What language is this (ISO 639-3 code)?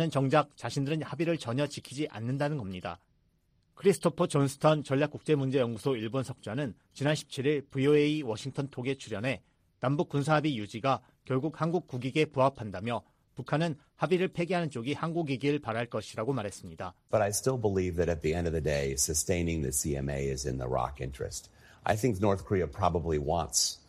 kor